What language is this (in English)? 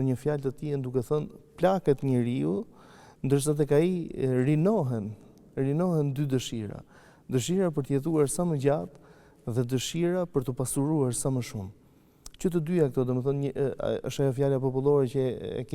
Albanian